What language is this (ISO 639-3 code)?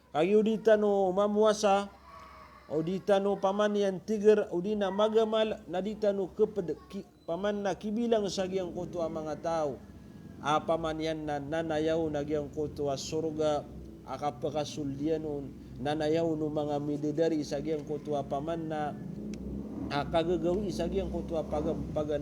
mrw